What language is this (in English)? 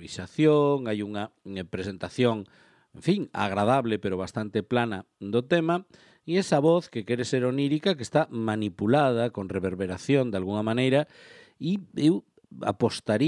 Galician